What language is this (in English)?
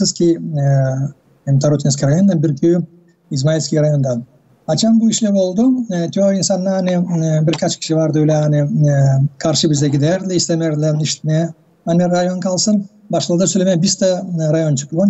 Gagauz